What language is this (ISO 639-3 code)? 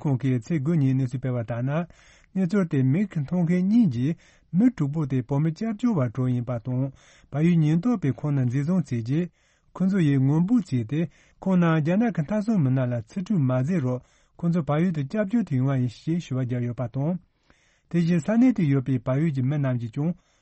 bod